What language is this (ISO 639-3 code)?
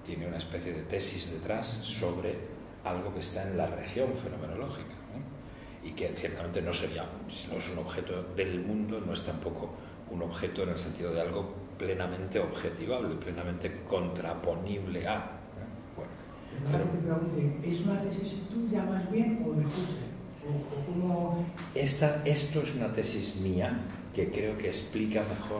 spa